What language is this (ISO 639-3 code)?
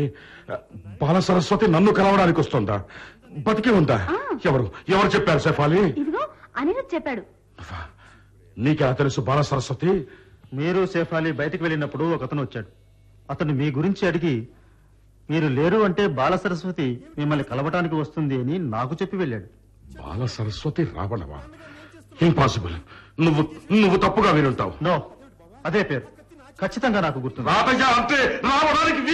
tel